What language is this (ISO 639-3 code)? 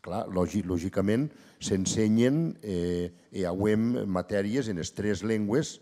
oci